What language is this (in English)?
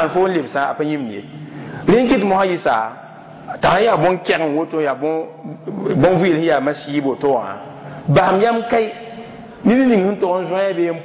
Mossi